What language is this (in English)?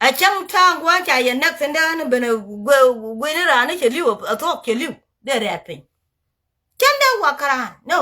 Nuer